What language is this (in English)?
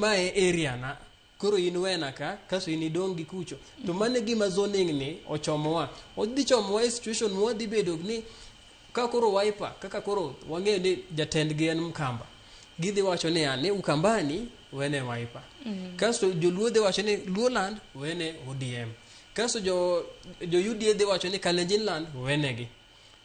Luo (Kenya and Tanzania)